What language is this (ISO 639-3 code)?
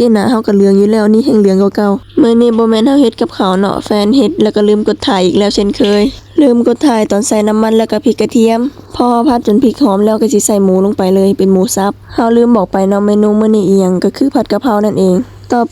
lao